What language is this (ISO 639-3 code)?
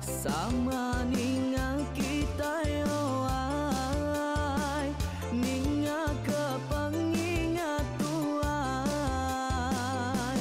iba